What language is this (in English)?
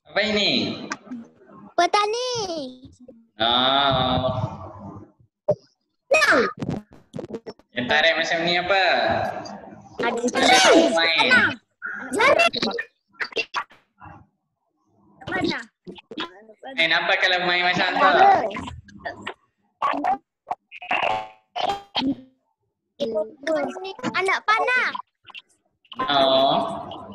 Malay